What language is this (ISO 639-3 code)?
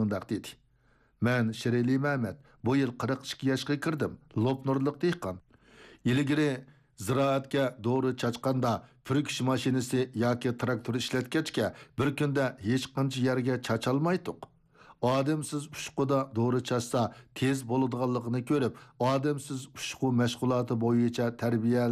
uig